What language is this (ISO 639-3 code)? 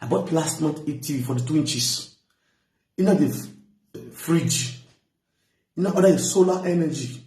pcm